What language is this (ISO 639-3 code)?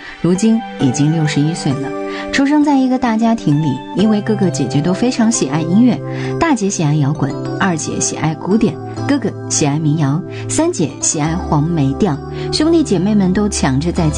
zho